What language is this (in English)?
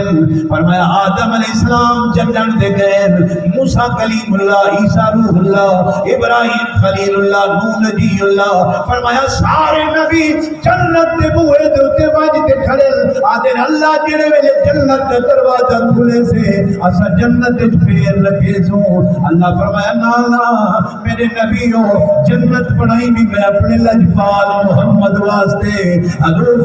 Saraiki